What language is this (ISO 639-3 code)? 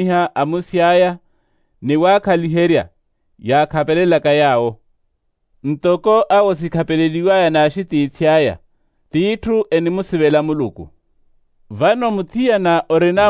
vmw